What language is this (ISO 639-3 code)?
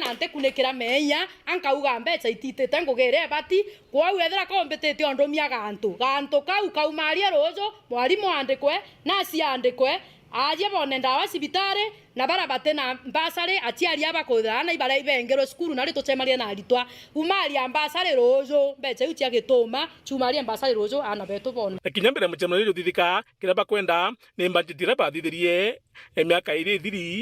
mer